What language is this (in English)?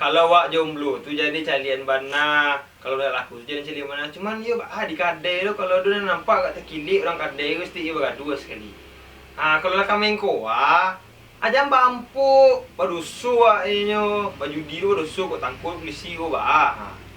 Minangkabau